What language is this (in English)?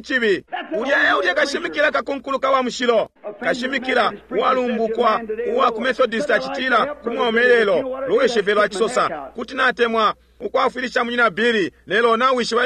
Bemba